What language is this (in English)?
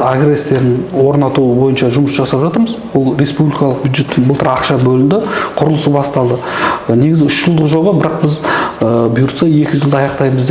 Kazakh